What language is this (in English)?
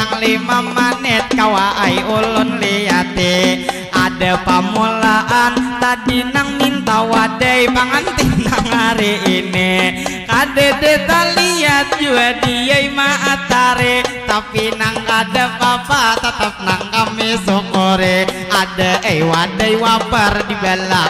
Banjar